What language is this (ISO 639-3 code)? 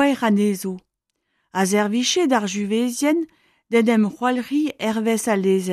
bre